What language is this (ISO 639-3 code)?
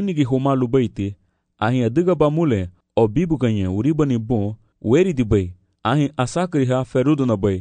cab